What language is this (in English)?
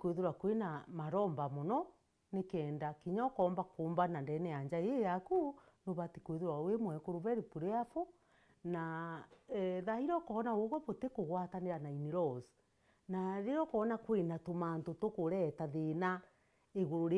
Meru